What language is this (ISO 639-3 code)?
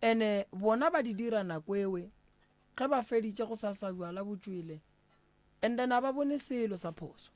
nso